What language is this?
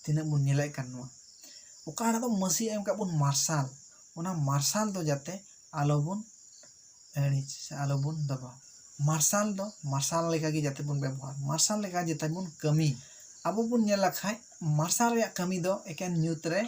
Santali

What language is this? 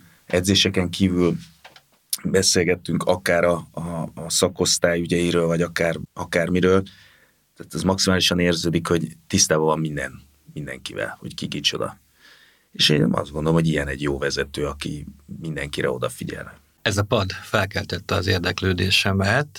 Hungarian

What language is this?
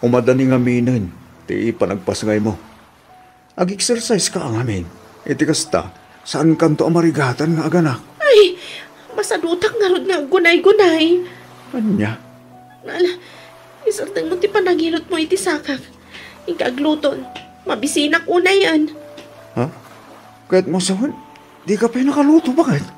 Iloko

